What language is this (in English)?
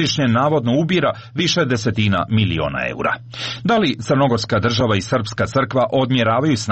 Serbian